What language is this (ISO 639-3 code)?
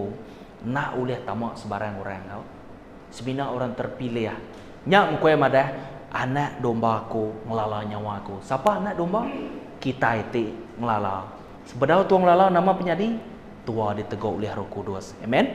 iba